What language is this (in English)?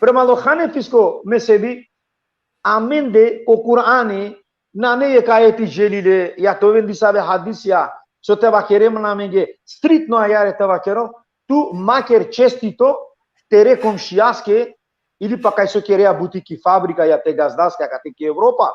Balkan Romani